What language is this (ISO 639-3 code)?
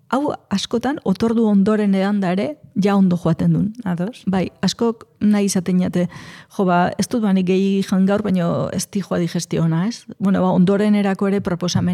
eus